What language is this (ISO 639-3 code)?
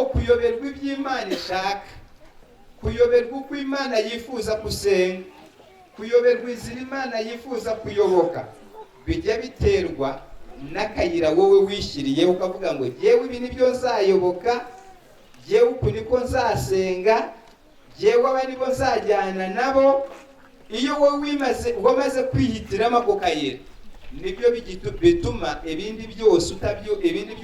kin